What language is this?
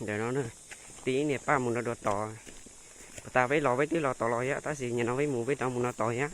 Hmong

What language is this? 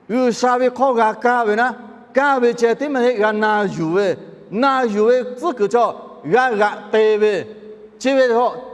Lahu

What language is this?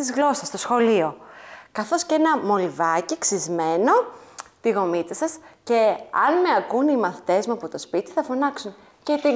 Greek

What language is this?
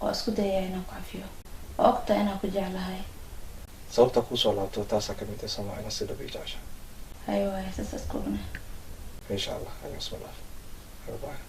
Somali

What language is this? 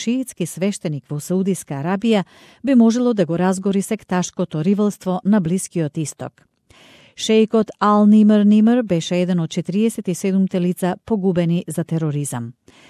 Macedonian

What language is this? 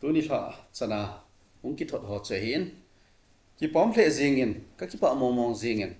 Thado Chin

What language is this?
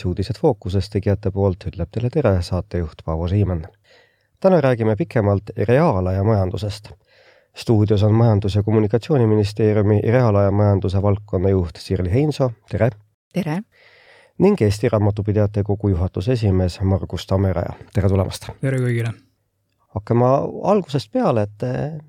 Estonian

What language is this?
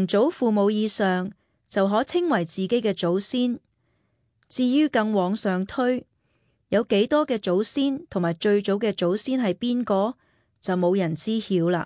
Cantonese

